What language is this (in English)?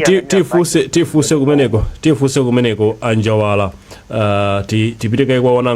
Nyanja